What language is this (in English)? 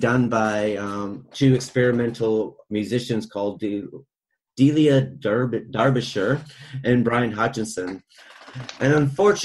English